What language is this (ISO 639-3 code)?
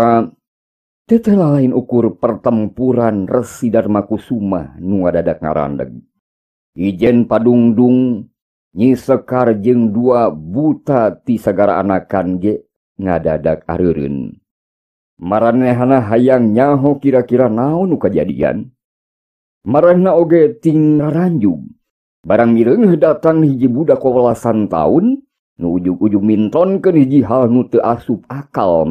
sun